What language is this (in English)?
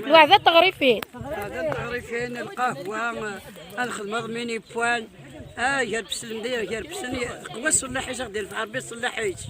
Kabyle